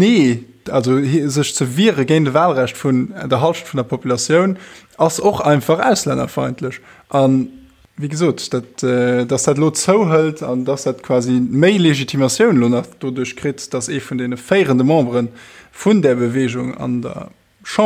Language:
Luxembourgish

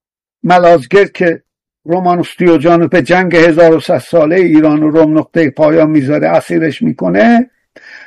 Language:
Persian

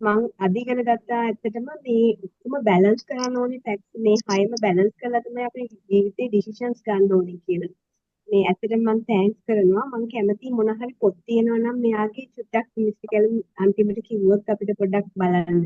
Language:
Sinhala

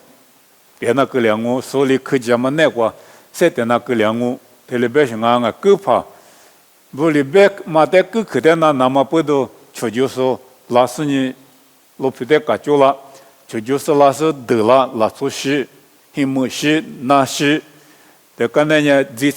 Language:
Lisu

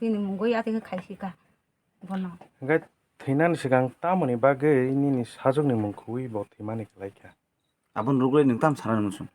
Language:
Kok Borok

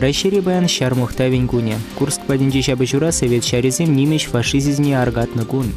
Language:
Chuvash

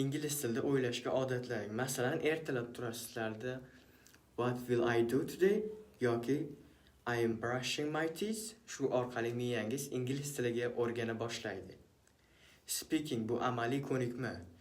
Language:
Uzbek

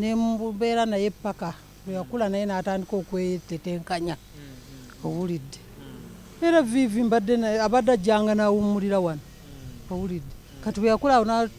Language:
Ganda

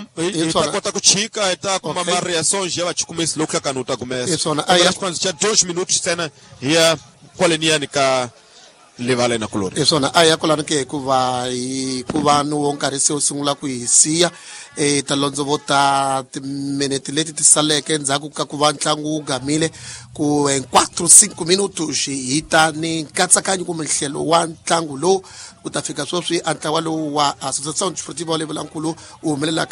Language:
Tsonga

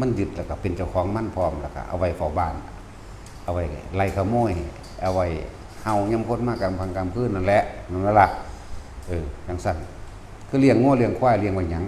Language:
Lao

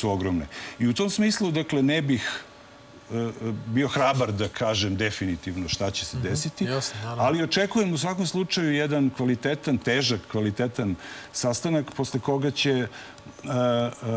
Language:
Serbian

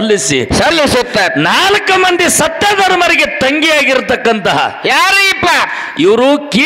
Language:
Kannada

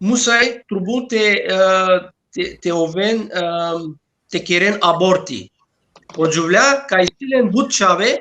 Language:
Balkan Romani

